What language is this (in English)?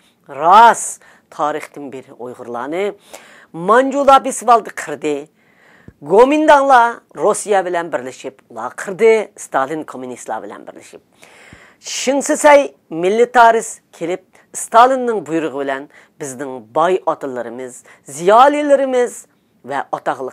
Uyghur